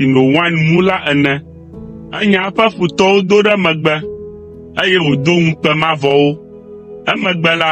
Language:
Ewe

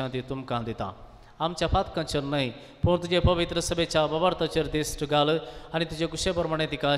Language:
Konkani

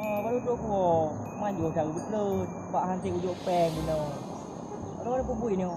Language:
Achinese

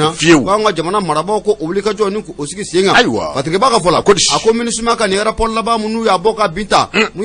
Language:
Bambara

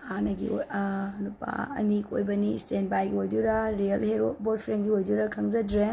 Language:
Manipuri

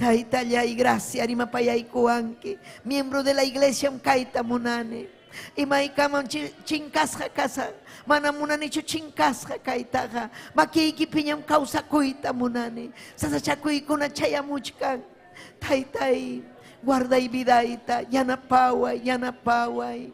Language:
Ayacucho Quechua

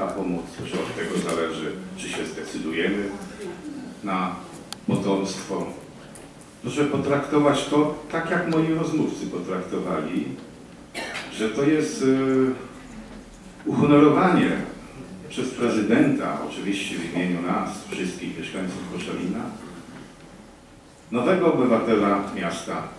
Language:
Polish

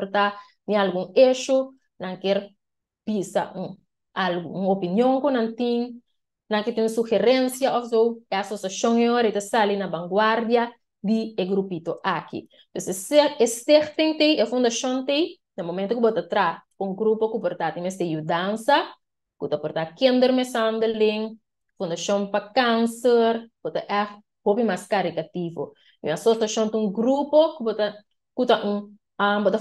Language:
Papiamento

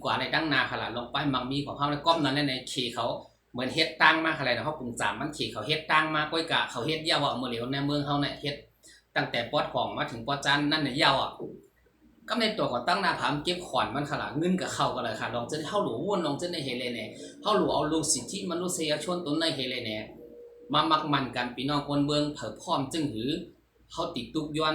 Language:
Shan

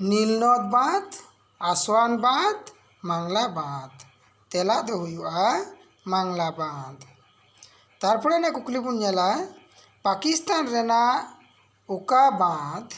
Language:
Santali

